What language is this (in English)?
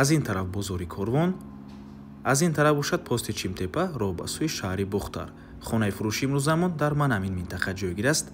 Tajik